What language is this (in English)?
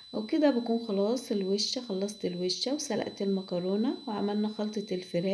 Egyptian Arabic